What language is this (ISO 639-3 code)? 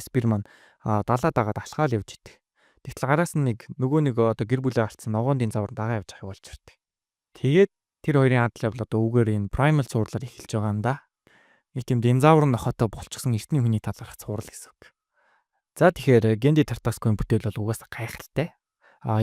mon